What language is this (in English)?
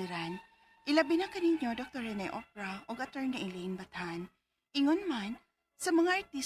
Cebuano